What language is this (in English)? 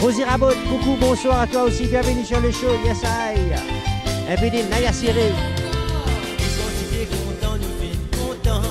Morisyen